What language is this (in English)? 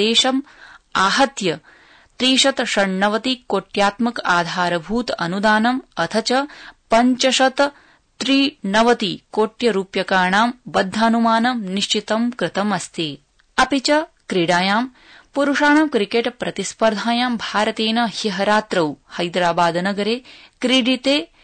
Sanskrit